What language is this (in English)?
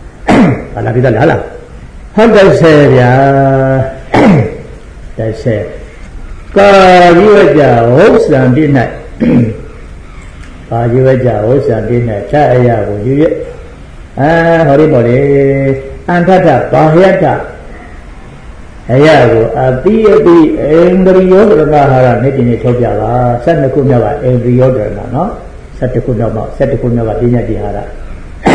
Burmese